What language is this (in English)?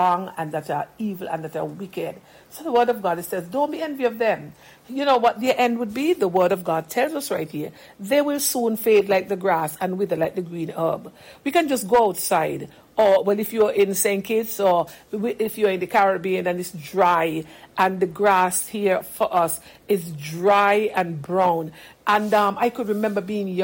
English